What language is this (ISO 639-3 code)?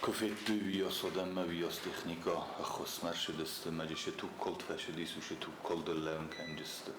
oss